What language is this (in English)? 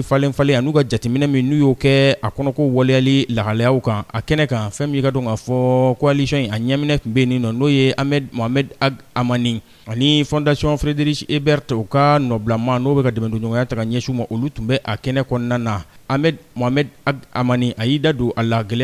Bambara